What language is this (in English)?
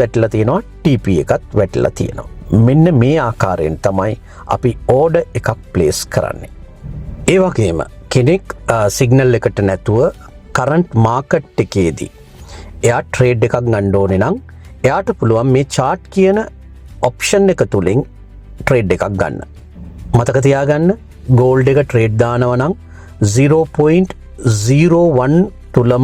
Sinhala